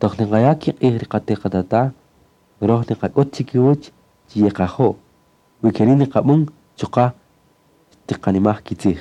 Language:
Kaqchikel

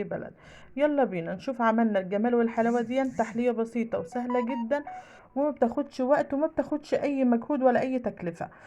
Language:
Egyptian Arabic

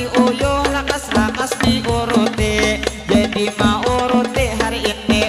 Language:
Banjar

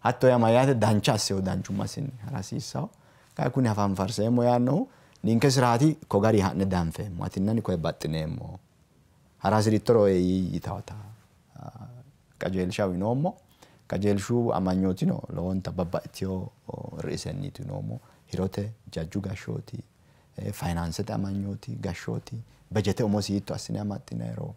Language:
Sidamo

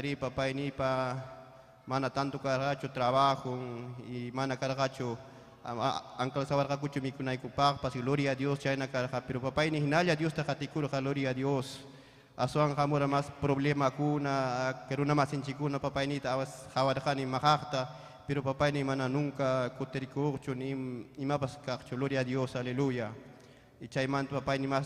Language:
Ayacucho Quechua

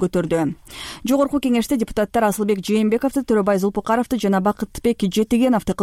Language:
Kyrgyz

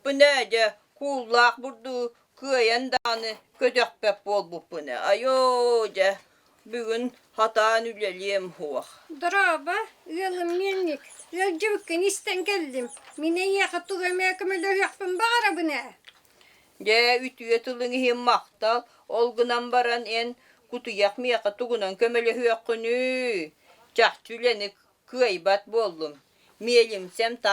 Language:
Yakut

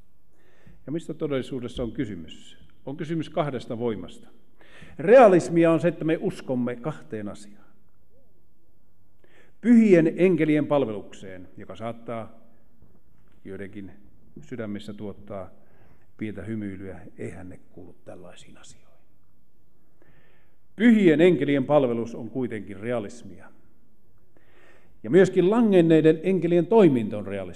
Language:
Finnish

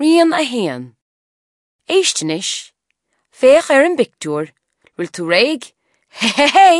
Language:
Irish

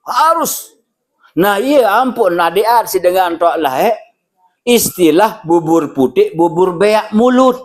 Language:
Sasak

